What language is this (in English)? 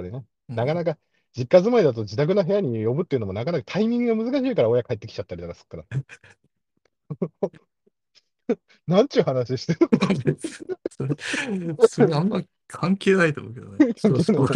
Japanese